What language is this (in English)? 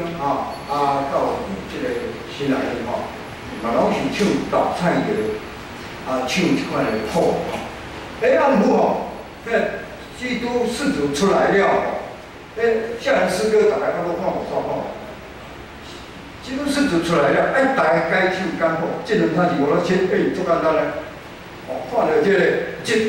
Min Nan Chinese